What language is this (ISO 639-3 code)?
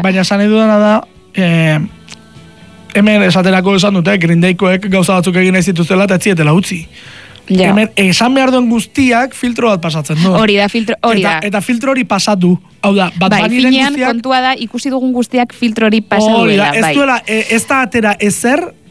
eus